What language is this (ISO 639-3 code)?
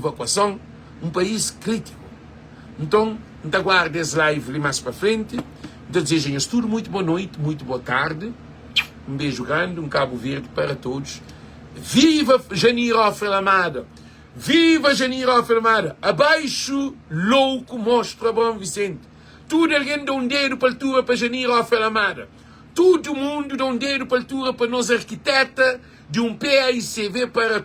kea